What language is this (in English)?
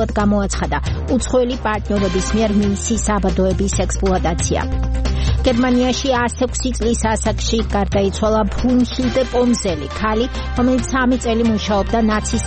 Georgian